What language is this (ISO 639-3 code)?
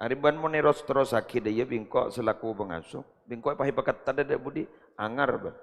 mad